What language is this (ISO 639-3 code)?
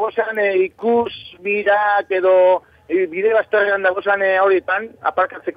eus